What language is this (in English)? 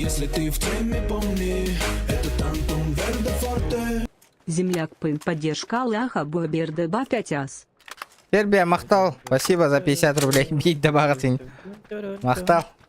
Yakut